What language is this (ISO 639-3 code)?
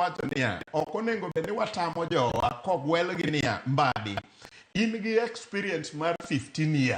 luo